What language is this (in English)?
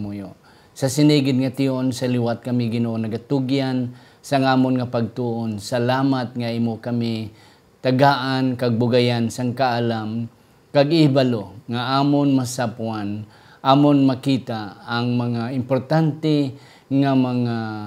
Hiligaynon